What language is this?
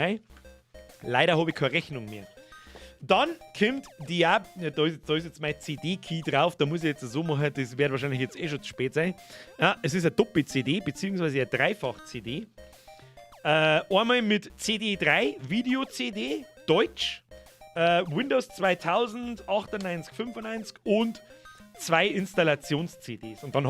Bavarian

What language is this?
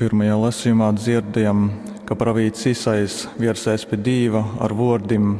Latgalian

